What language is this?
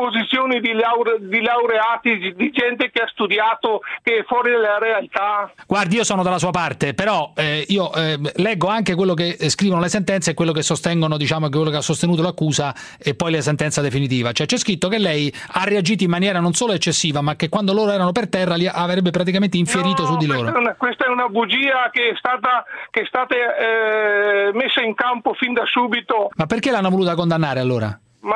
Italian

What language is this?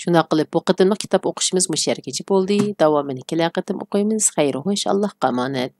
Uyghur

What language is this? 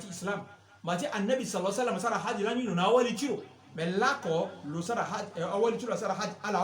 Sango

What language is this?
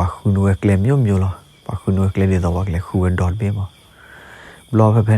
S'gaw Karen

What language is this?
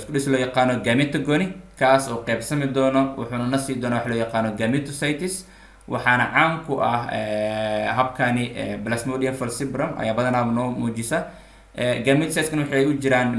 Somali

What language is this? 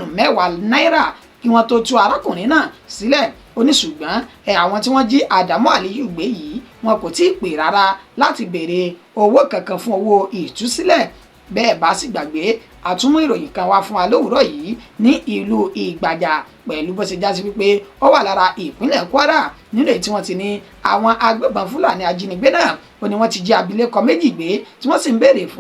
Yoruba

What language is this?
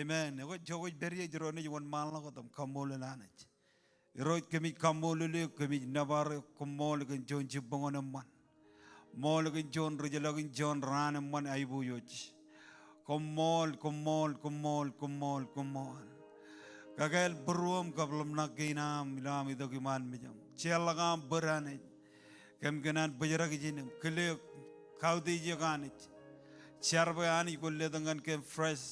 Marshallese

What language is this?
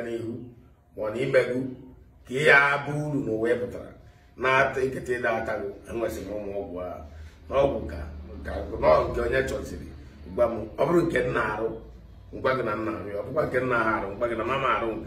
Igbo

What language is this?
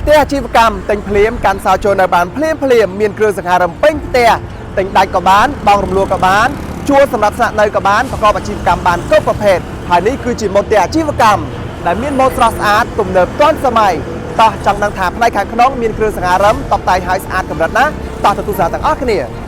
Khmer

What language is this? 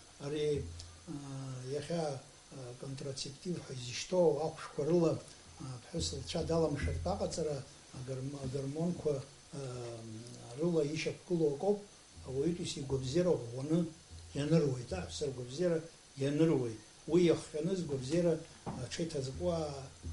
Abkhazian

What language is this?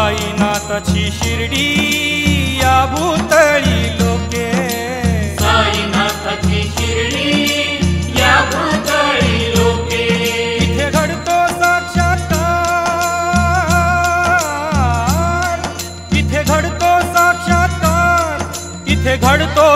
Marathi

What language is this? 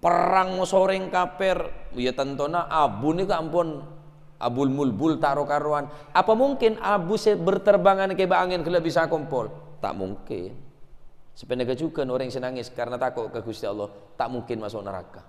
Madurese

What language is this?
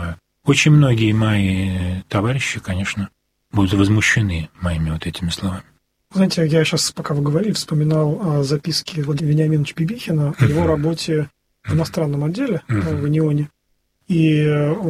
Russian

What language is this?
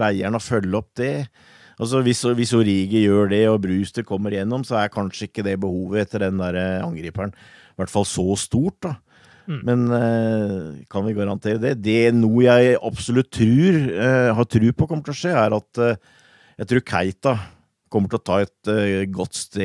Norwegian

